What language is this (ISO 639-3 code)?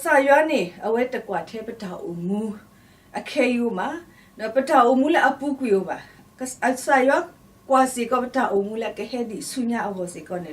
ksw